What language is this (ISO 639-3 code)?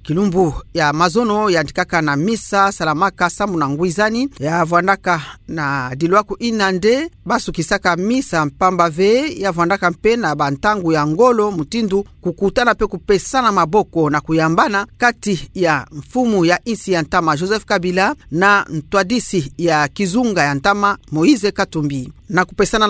ktu